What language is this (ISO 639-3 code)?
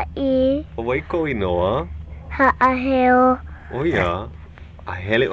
haw